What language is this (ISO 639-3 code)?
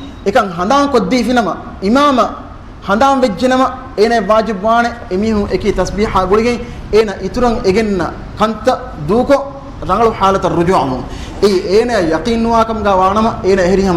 div